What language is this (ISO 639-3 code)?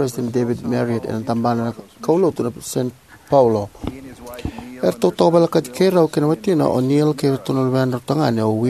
fij